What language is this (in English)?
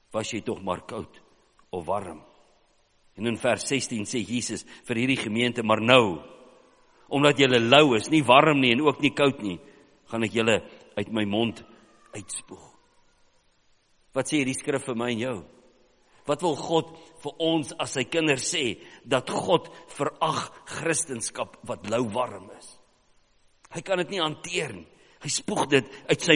Afrikaans